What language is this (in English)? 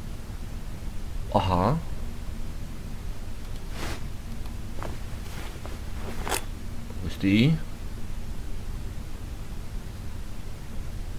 Czech